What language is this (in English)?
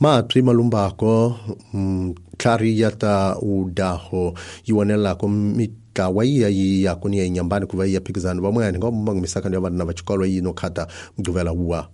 Tsonga